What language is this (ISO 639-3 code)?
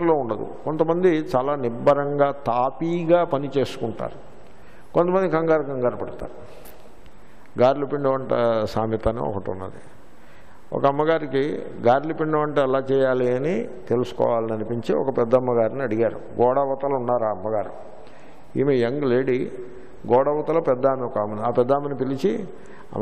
tel